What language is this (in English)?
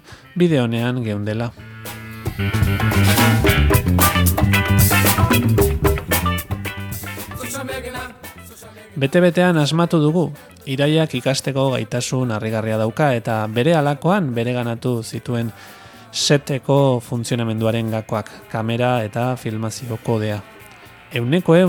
Basque